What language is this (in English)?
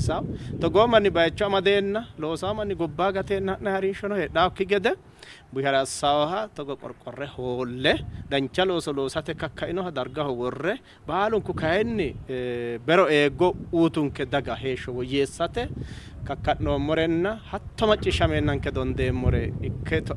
Sidamo